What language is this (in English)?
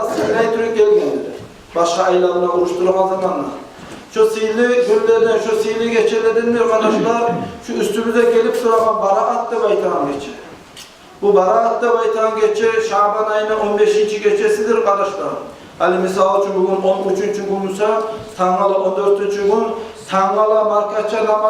Kumyk